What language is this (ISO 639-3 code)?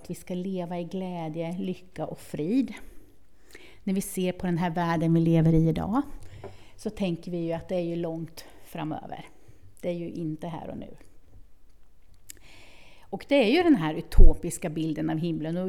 swe